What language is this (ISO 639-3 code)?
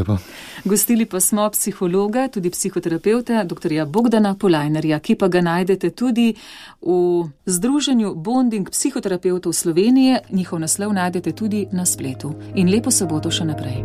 slv